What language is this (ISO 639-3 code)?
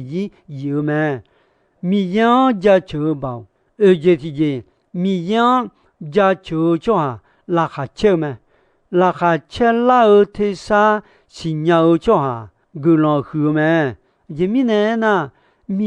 ahk